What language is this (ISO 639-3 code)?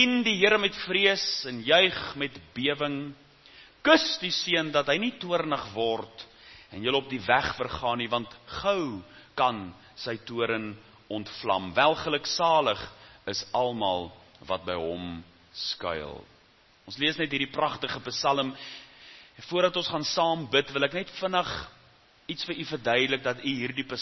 afr